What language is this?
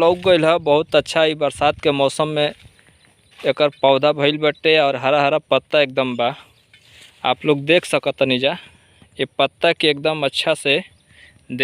Bhojpuri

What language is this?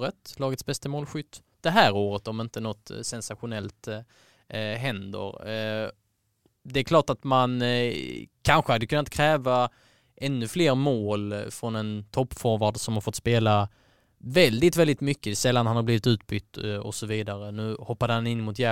Swedish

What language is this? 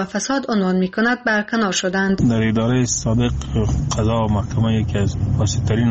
Persian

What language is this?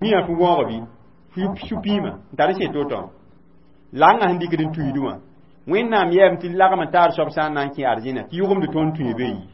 Mossi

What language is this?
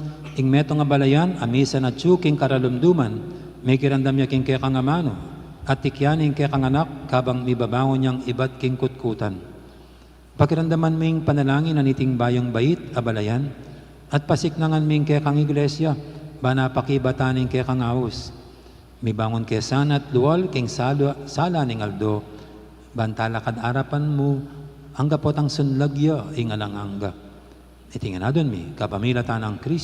Pampanga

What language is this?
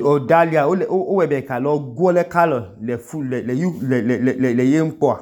Idoma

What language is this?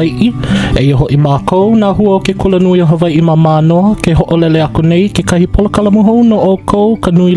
Hawaiian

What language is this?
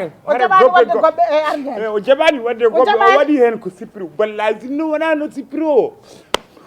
Fula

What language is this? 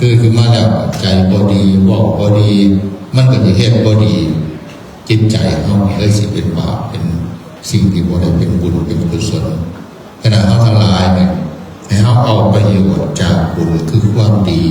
Northeastern Thai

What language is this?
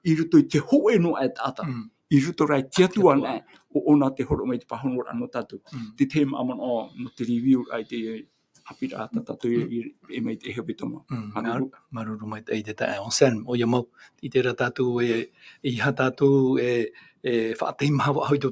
Tahitian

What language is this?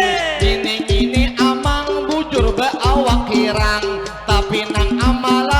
Banjar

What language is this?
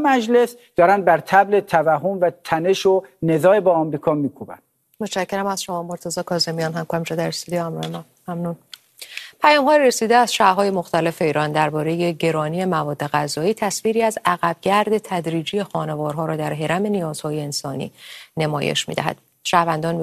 Persian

